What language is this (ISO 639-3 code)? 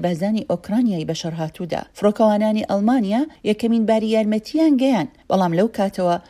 ckb